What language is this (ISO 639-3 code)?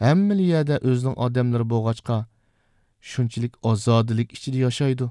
uig